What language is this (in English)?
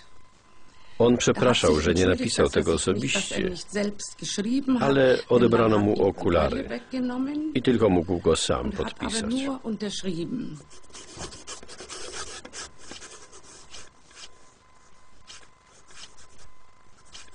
Polish